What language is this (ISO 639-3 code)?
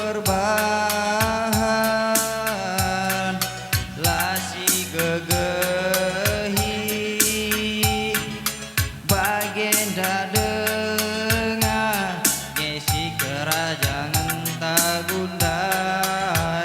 btx